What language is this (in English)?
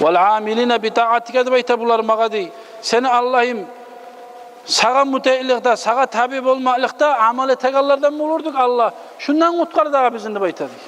Kumyk